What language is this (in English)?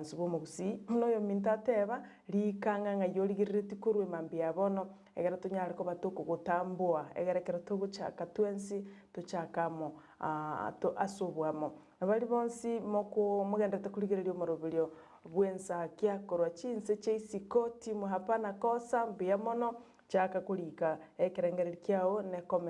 Gusii